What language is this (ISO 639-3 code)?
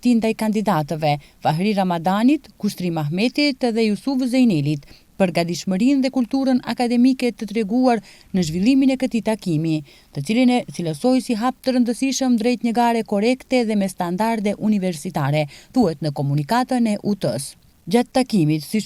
sqi